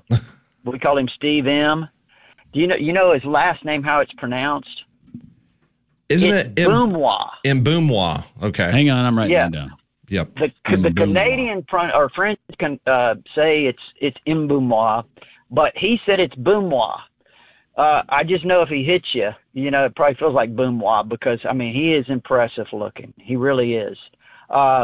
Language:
English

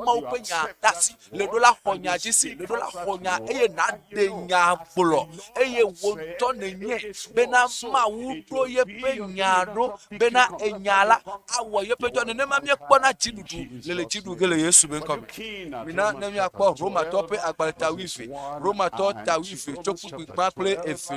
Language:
Ewe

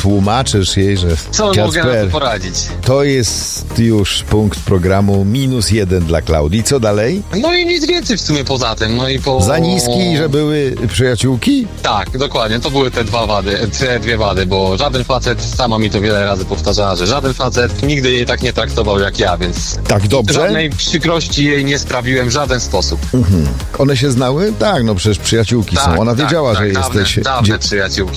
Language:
Polish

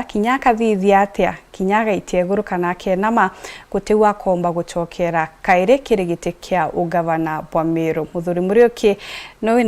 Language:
Meru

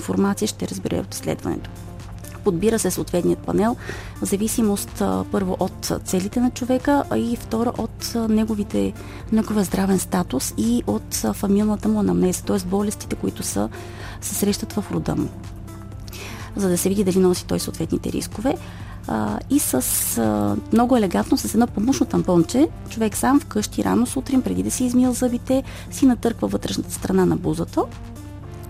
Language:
Bulgarian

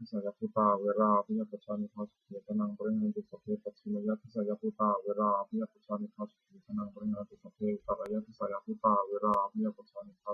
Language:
Pali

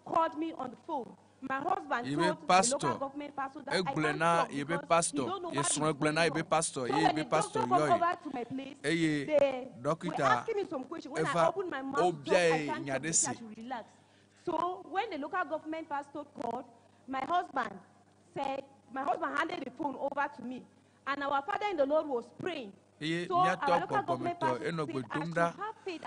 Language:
Ewe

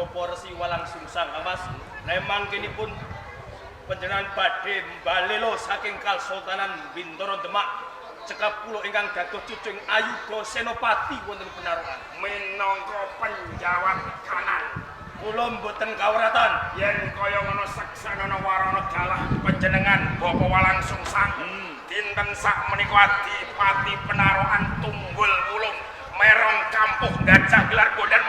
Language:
Javanese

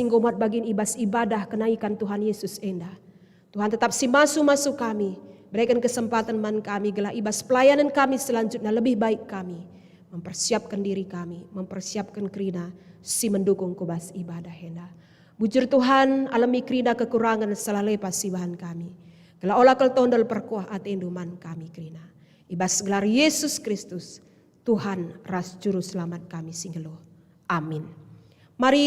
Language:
Batak Karo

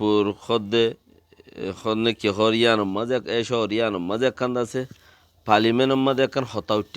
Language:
Rohingya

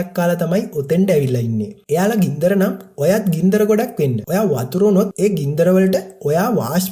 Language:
Sinhala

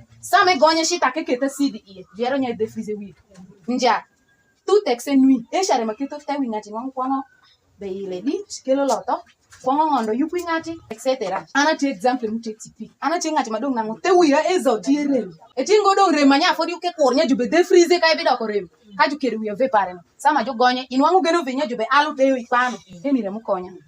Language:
Alur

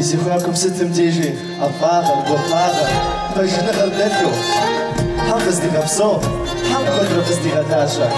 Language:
Kabardian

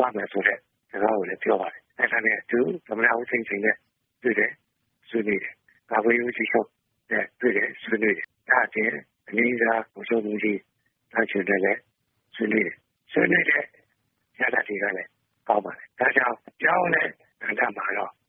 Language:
Burmese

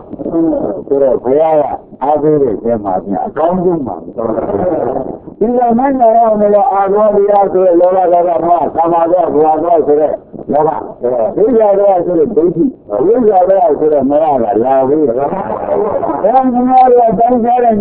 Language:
Burmese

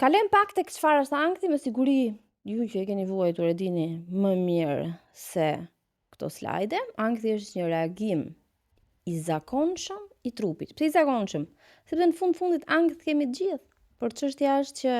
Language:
Albanian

